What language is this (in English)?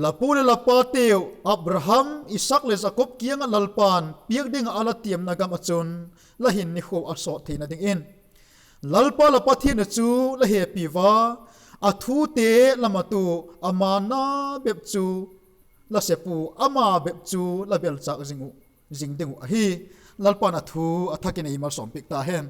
Vaiphei